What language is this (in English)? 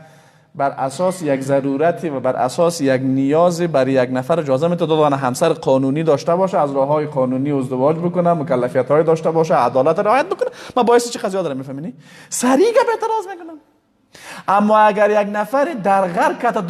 Persian